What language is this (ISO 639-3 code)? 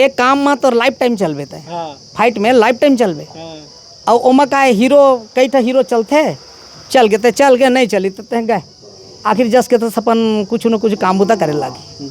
hne